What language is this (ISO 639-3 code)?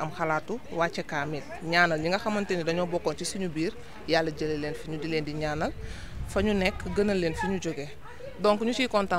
wol